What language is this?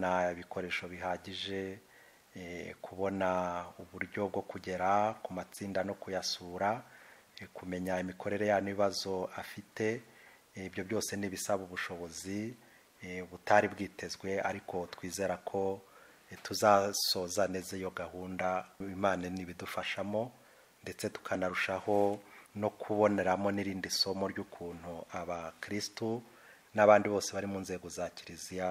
Kinyarwanda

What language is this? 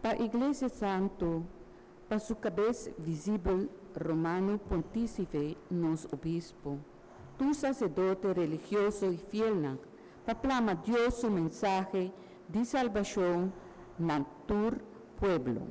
Papiamento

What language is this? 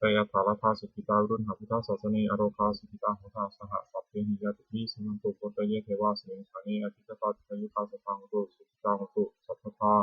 Pali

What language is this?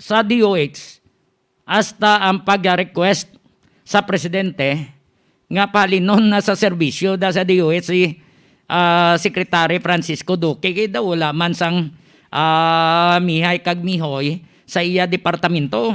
Hiligaynon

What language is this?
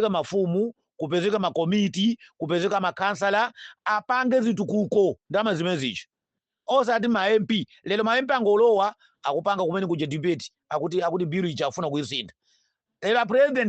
Nyanja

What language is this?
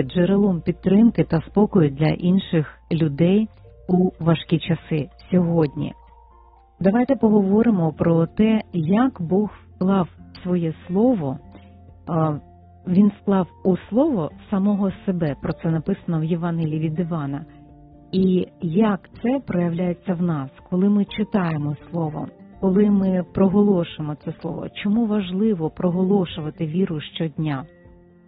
Ukrainian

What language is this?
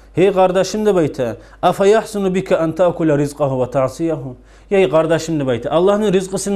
Kumyk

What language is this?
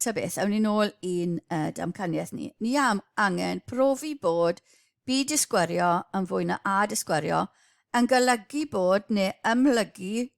Welsh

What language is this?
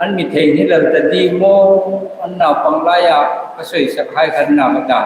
Hmar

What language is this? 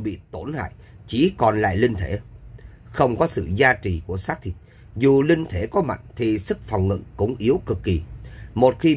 Vietnamese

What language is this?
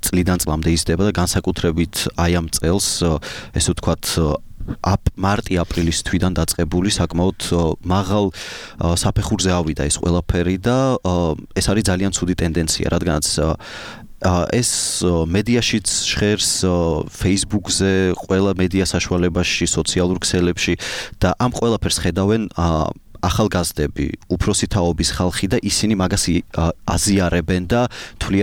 Georgian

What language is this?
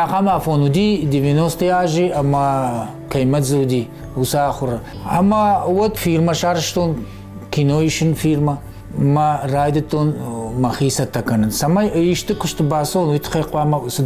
Ossetic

